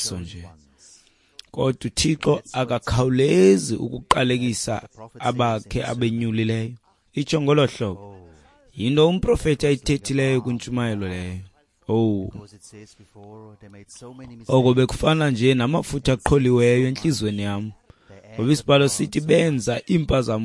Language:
Xhosa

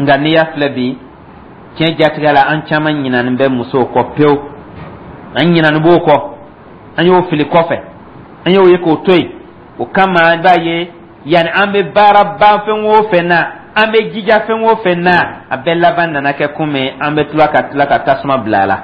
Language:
Dyula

